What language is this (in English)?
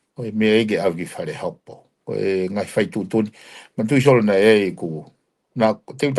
Tongan